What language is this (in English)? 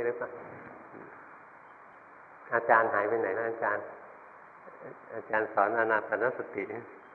Thai